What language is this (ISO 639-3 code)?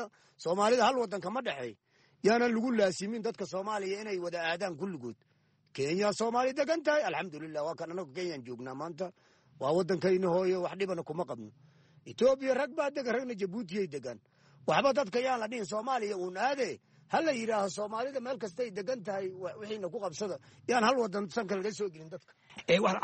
som